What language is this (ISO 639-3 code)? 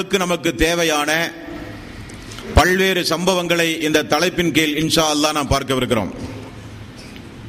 tam